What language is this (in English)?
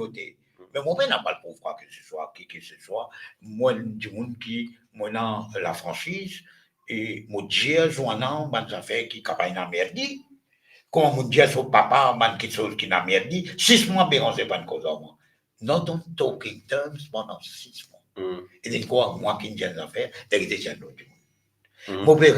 Morisyen